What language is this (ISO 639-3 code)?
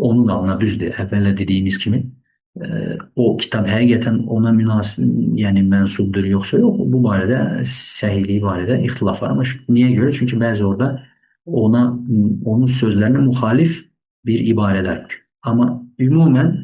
aze